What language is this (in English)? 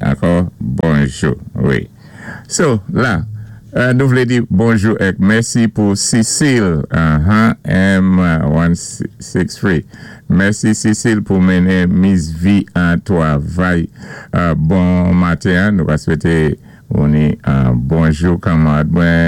Saint Lucian Creole French